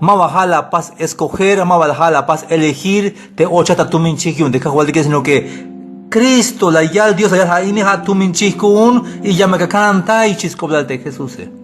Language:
Tzeltal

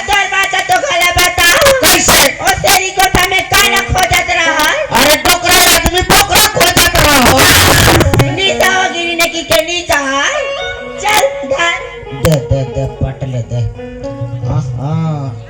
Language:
Chhattisgarhi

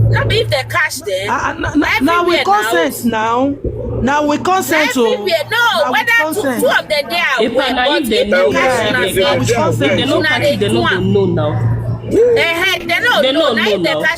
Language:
Nigerian Pidgin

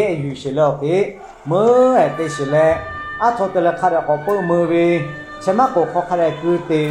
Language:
Lahu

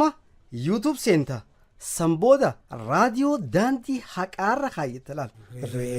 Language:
Oromo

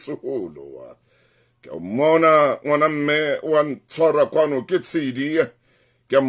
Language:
Southern Sotho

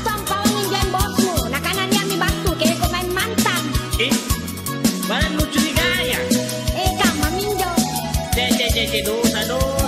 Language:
Makasar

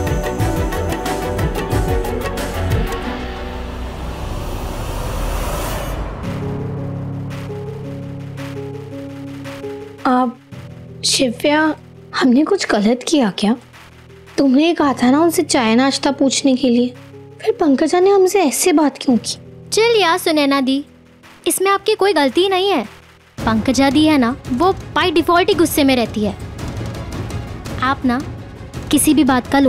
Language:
Hindi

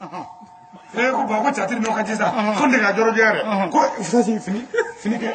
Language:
Bambara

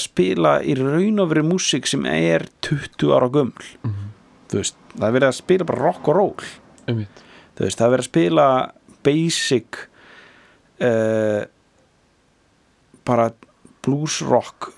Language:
Icelandic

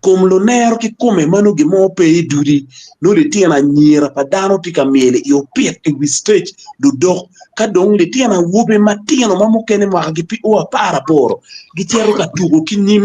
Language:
Acoli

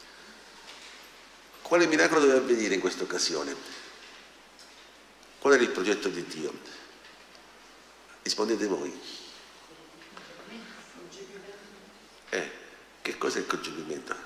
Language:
Italian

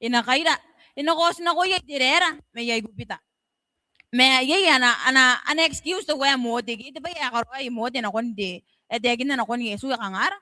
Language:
Gilbertese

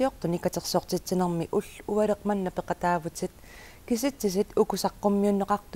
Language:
Kalaallisut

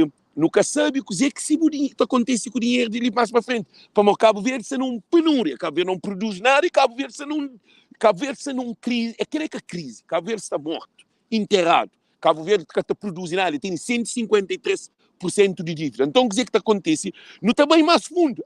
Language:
Kabuverdianu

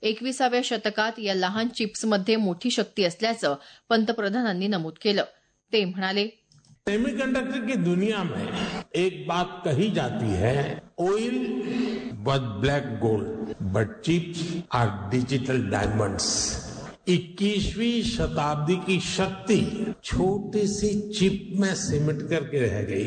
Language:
Marathi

